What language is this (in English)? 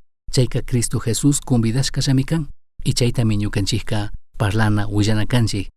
Chimborazo Highland Quichua